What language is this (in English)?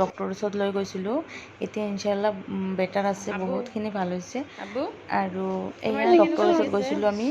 Assamese